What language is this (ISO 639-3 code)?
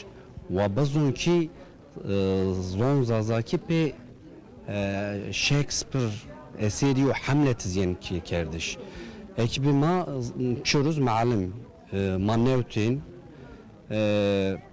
zza